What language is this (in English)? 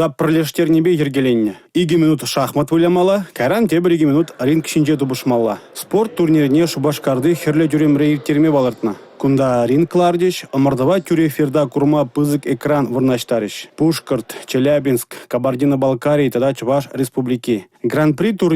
Chuvash